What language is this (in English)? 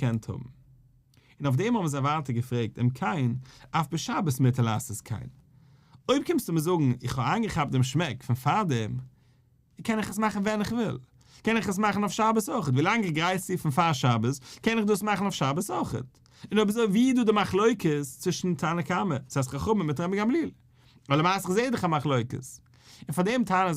Yiddish